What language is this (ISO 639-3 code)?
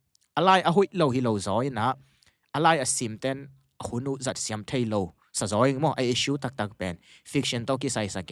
ctd